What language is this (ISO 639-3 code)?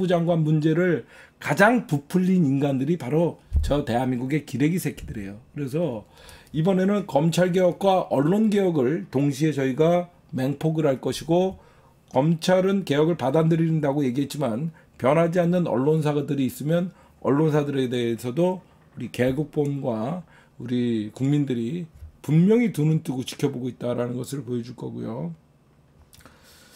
kor